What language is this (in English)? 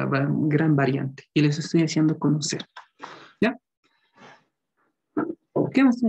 Spanish